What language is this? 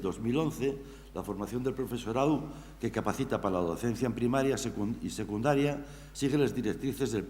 Asturian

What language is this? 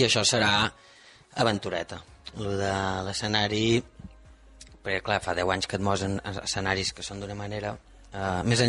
Catalan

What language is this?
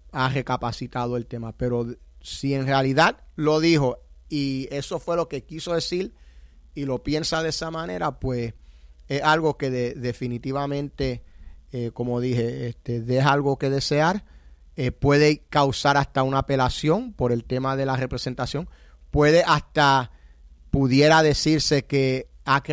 Spanish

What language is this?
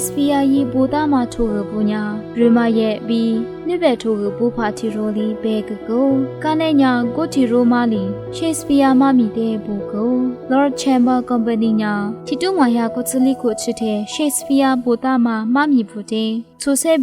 Lisu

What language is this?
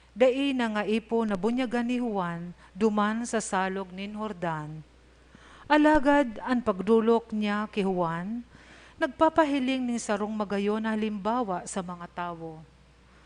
Bikol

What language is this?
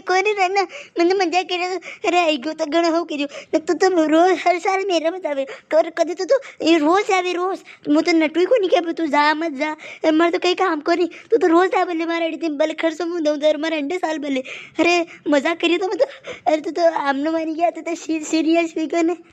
Rajasthani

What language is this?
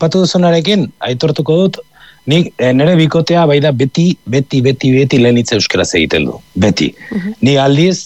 Basque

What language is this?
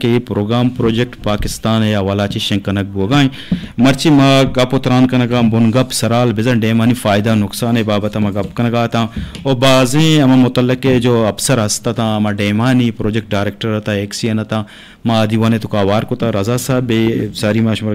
Eastern Balochi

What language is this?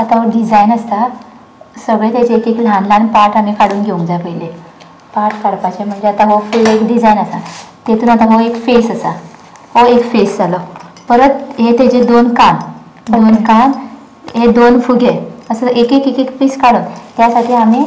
Konkani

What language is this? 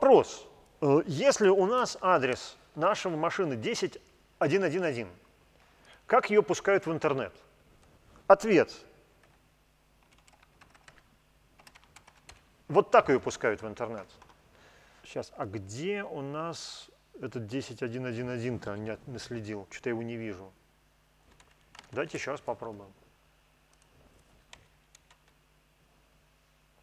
Russian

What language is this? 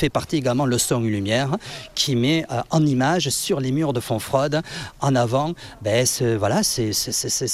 French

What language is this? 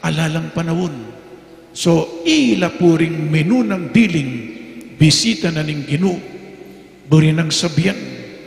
Pampanga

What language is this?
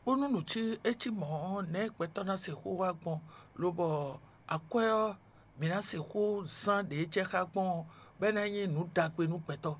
Fon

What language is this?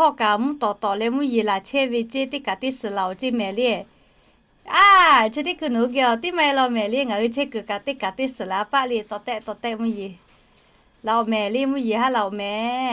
Lahu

